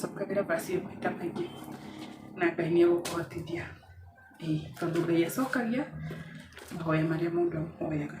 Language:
Kikuyu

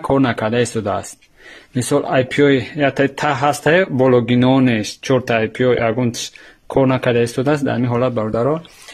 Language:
Tajik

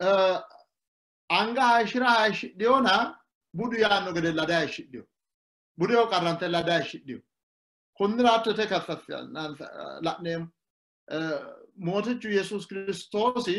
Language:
Sidamo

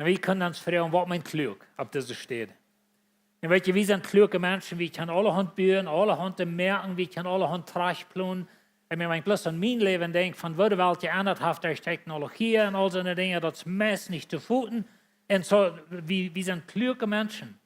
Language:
Plautdietsch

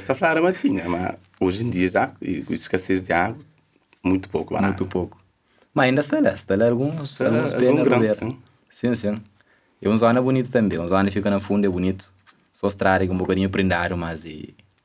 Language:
Kabuverdianu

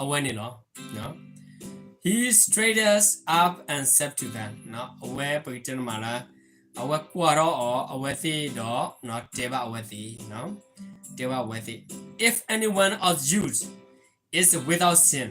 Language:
S'gaw Karen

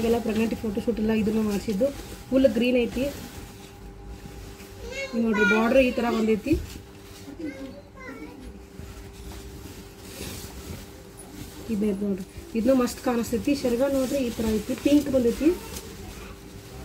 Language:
Kannada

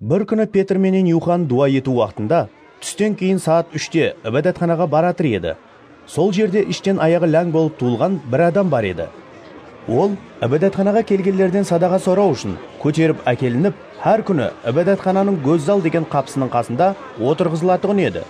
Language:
Kara-Kalpak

